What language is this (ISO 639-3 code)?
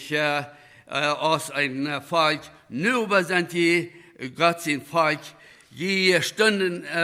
pdt